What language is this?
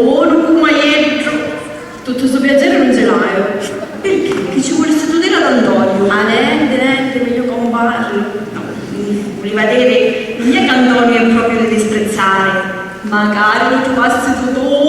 Sicilian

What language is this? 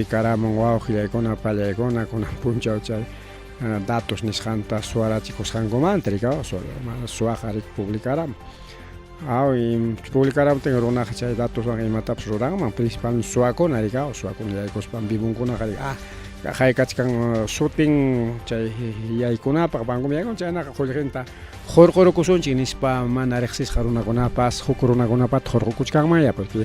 Ayacucho Quechua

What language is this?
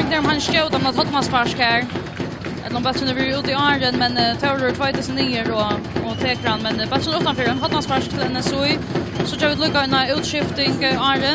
Faroese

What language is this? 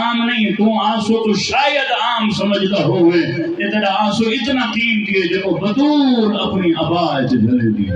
Saraiki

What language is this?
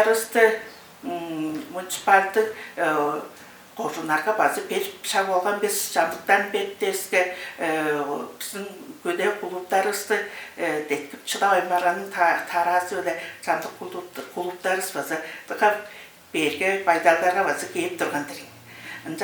Tuvinian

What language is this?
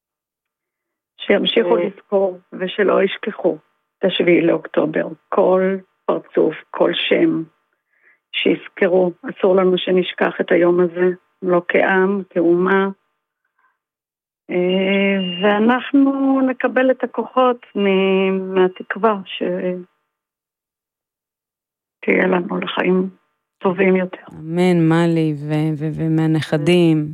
Hebrew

